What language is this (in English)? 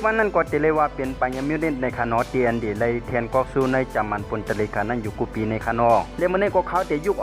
Shan